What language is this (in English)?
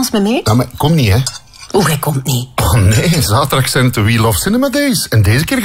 Dutch